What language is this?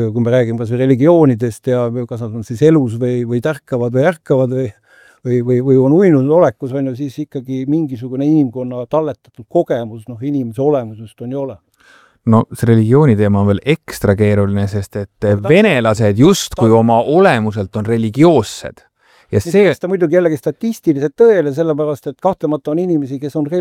Estonian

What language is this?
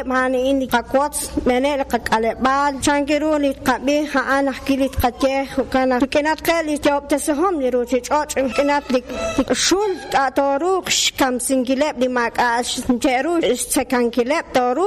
Kekchí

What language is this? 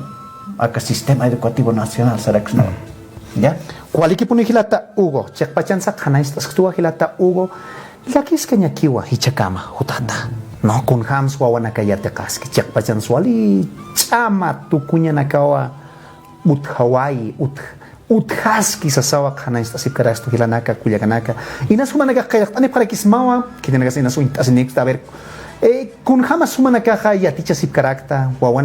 Aymara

